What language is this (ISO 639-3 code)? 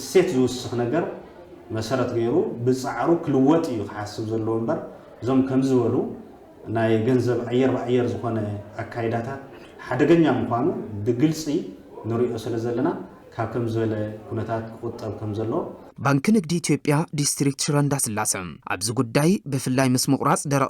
tir